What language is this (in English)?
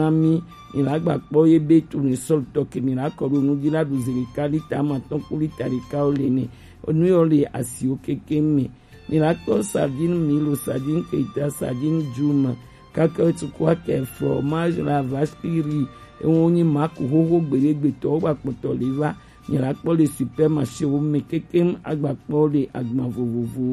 Gen